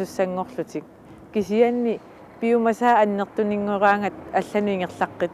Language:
Kalaallisut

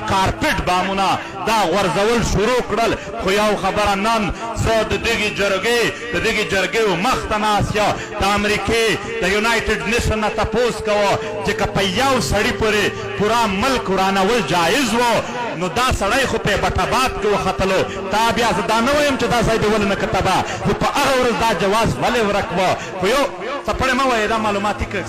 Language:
Pashto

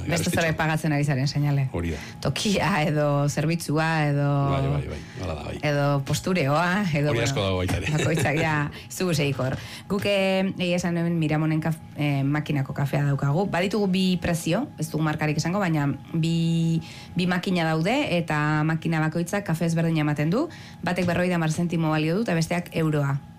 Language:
Basque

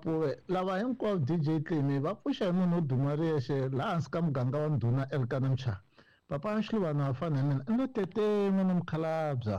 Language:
Tsonga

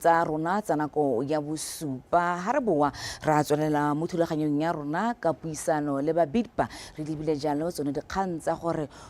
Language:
Tswana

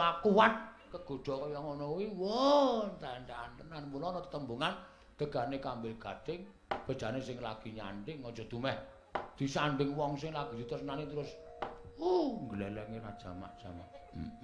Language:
Javanese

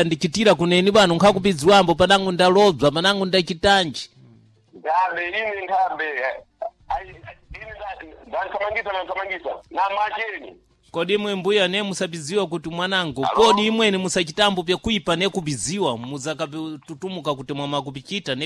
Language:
Sena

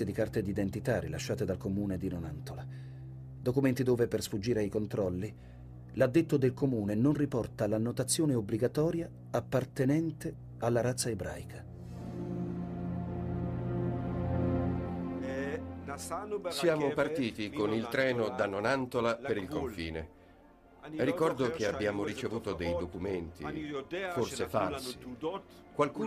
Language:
Italian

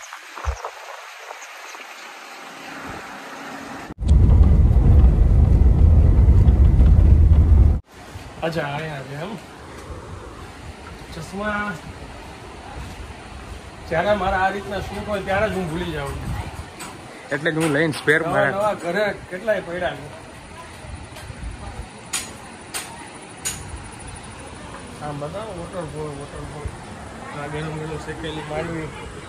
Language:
Gujarati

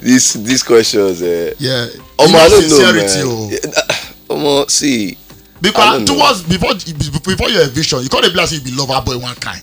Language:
Nigerian Pidgin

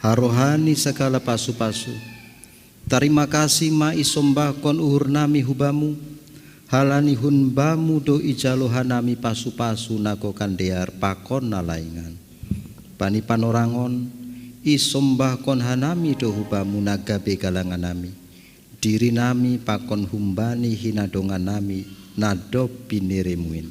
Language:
Batak Simalungun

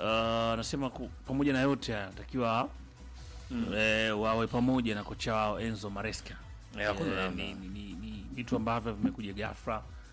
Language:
Swahili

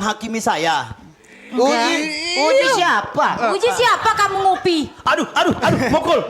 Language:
Musi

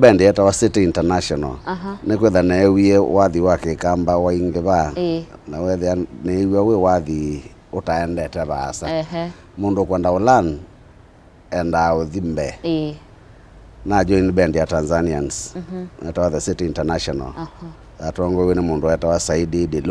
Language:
Kamba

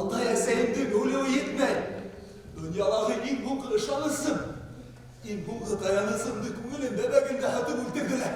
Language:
Bashkir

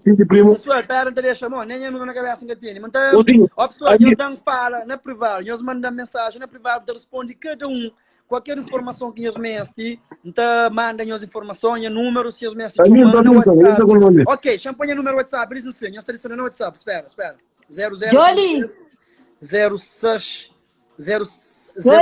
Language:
Kabuverdianu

